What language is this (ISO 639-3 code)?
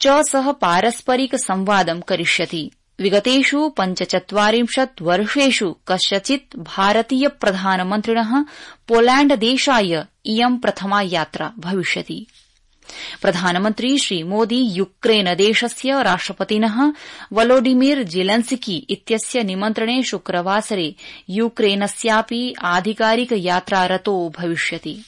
san